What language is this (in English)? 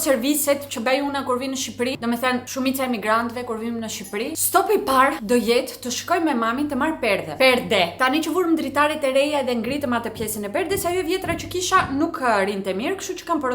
Albanian